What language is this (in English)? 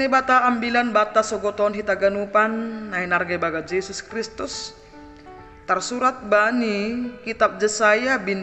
Batak Simalungun